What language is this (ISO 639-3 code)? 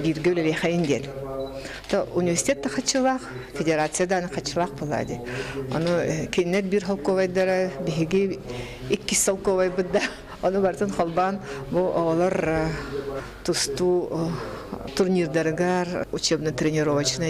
sah